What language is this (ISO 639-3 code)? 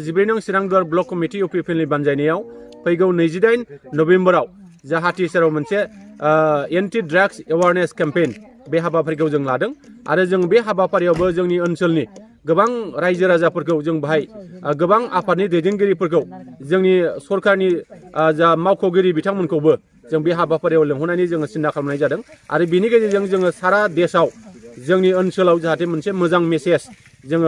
brx